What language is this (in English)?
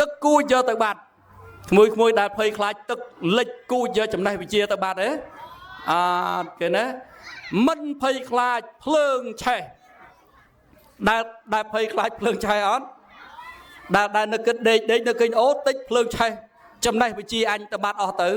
Khmer